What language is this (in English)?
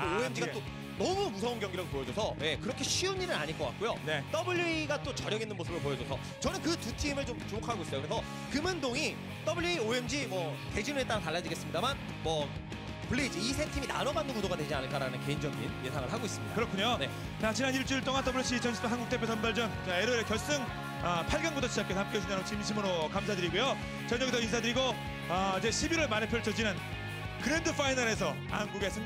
Korean